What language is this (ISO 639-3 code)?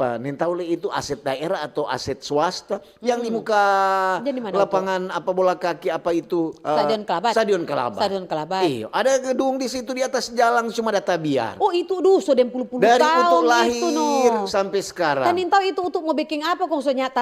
xmm